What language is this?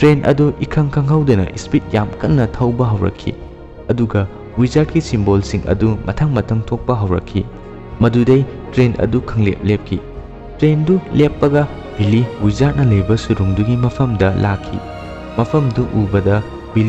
Manipuri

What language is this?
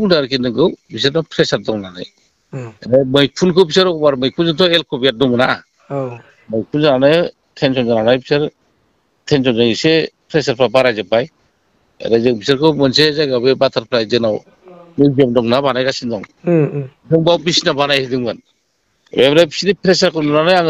Bodo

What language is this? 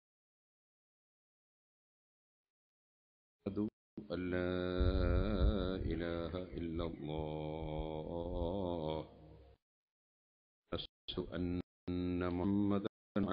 Malayalam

